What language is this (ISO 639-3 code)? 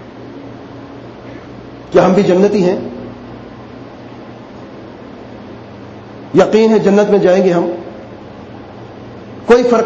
urd